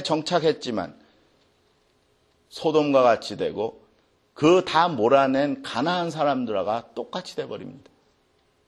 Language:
Korean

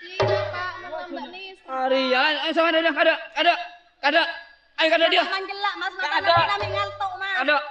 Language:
Madurese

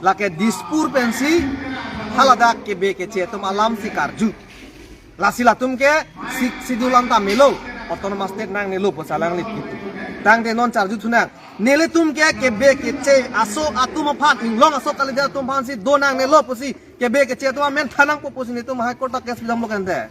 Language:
Karbi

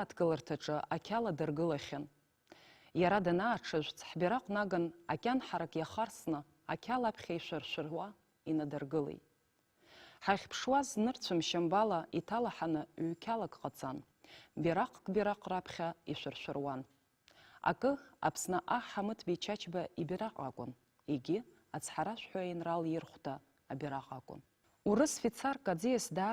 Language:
Abkhazian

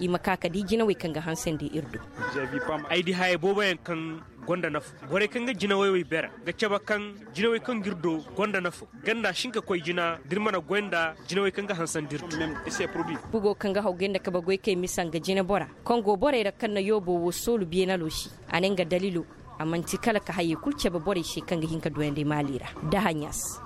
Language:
Koyraboro Senni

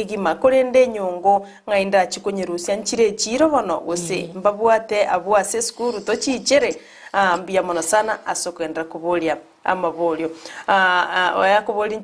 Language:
Gusii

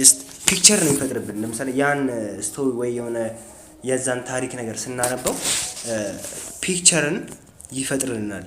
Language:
Amharic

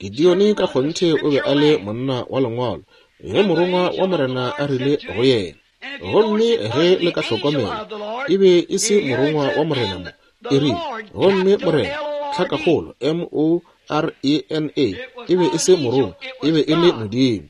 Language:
Northern Sotho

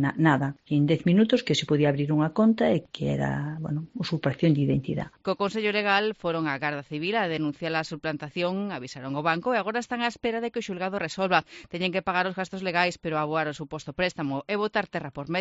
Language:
Galician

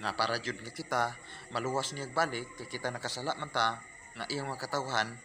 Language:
Cebuano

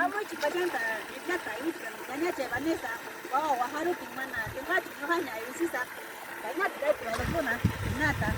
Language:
Ayacucho Quechua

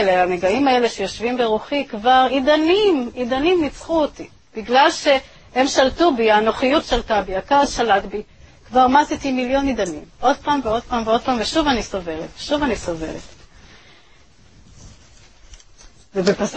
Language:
Hebrew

